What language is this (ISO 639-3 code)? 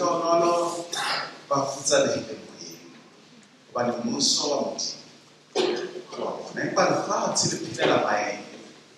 sot